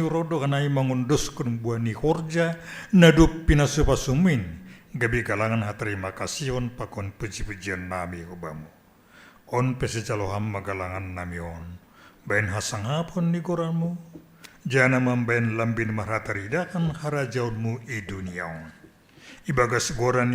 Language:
Batak Simalungun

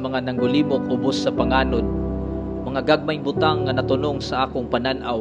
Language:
Cebuano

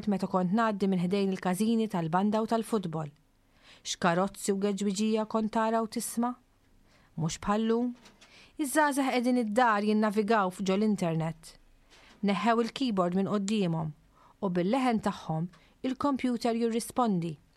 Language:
Maltese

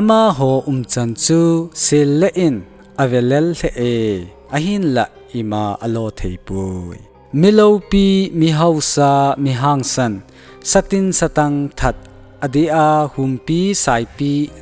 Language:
Thado Chin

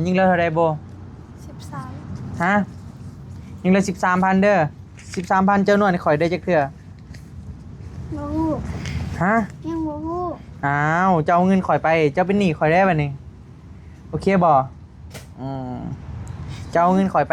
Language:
Northeastern Thai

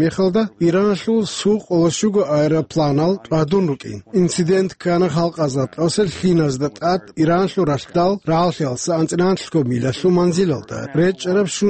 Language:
Avaric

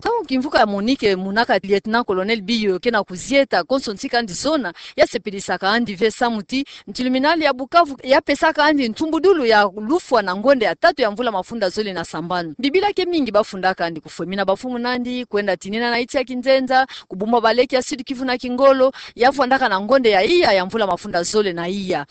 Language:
Kituba (Democratic Republic of Congo)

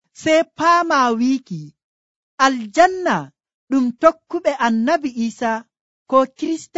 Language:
Nigerian Fulfulde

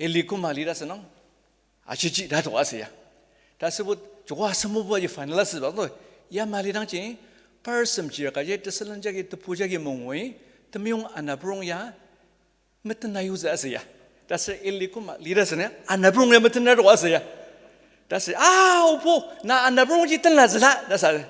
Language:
Ao Naga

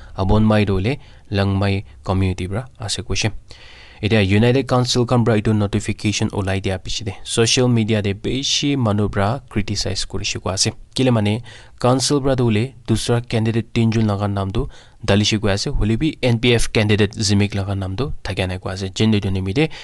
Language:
Naga Pidgin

